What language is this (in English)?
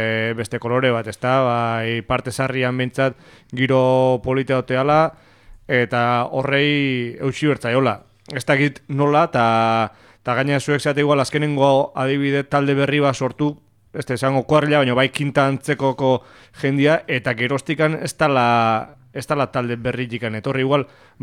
Basque